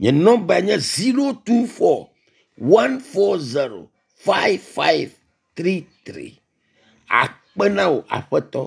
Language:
Ewe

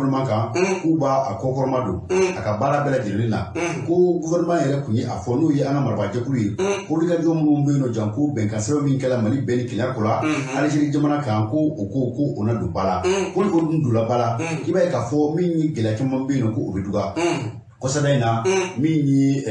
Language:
Bambara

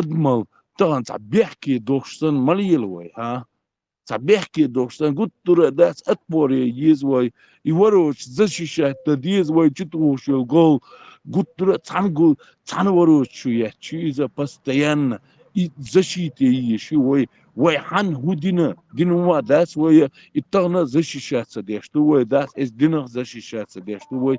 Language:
Chechen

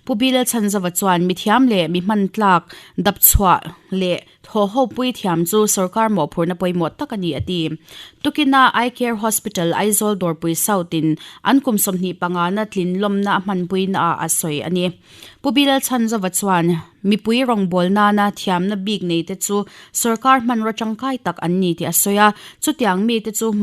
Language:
Mizo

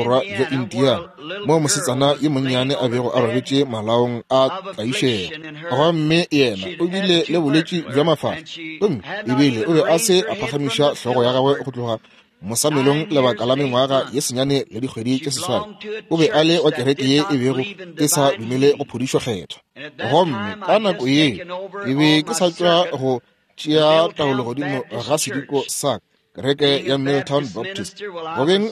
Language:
Northern Sotho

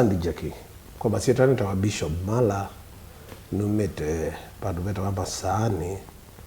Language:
Kamba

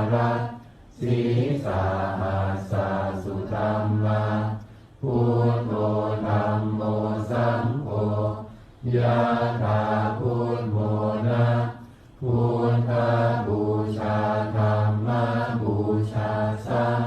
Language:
Pali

